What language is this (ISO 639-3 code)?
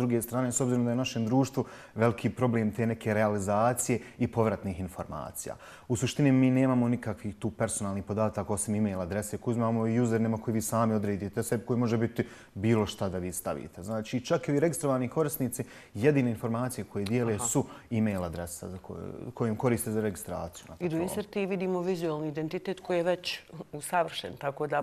bos